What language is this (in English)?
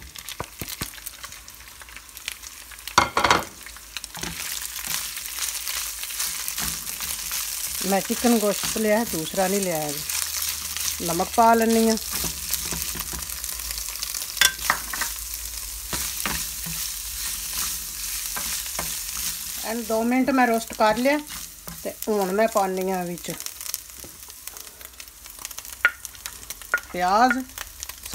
Punjabi